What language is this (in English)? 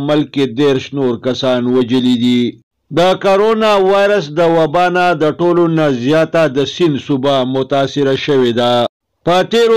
Pashto